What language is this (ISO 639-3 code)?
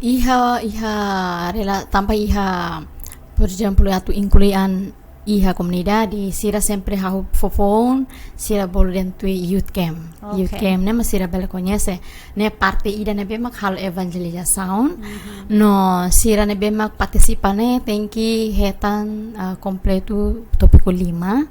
tet